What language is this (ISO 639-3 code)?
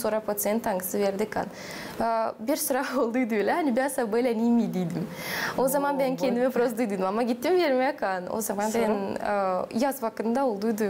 gag